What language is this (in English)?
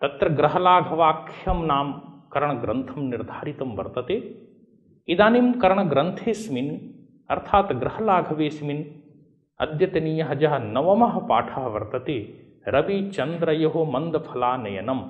Sanskrit